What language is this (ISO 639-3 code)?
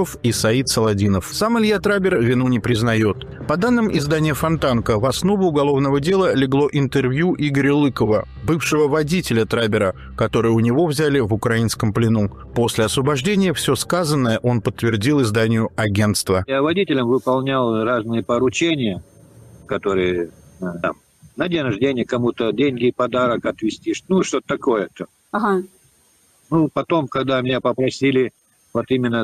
rus